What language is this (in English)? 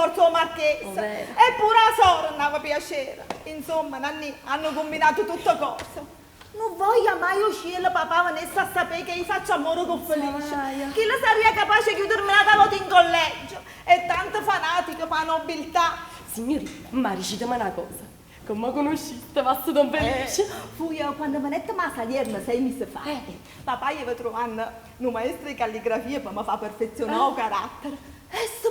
Neapolitan